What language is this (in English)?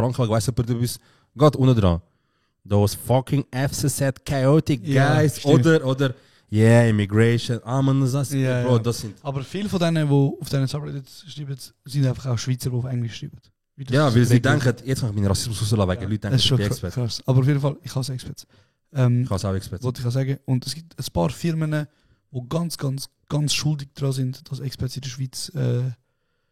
Swiss German